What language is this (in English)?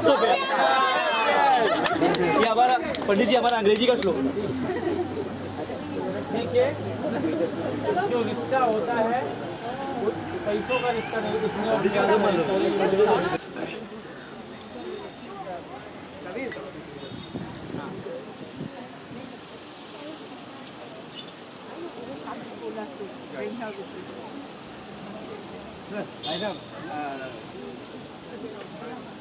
Hindi